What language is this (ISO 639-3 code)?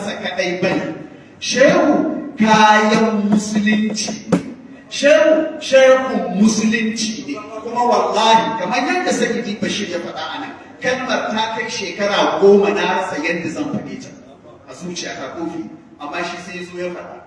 hau